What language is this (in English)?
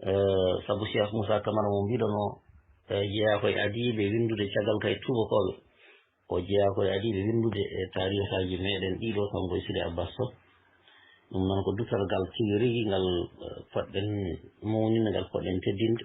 Fula